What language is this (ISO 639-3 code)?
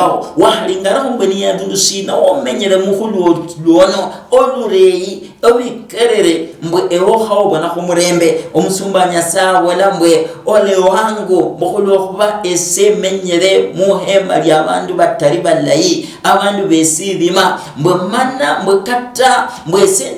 luy